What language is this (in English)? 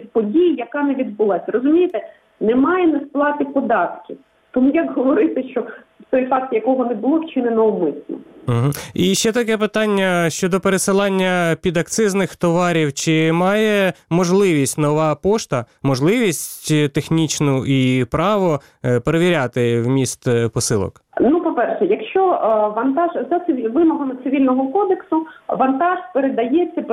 Ukrainian